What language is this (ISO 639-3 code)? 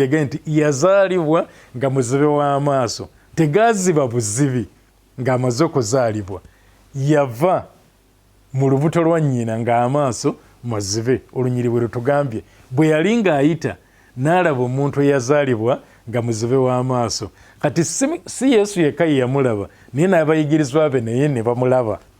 lug